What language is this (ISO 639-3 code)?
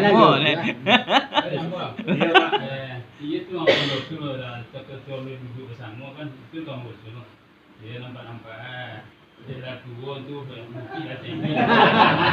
min